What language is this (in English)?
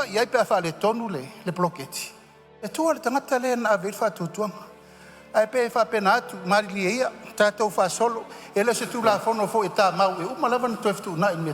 Samoan